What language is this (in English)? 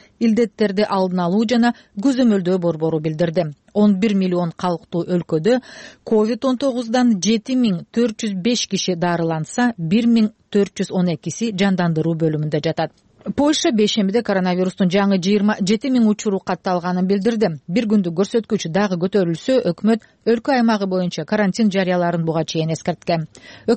Kyrgyz